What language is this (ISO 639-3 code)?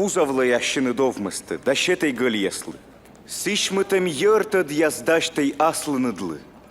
kom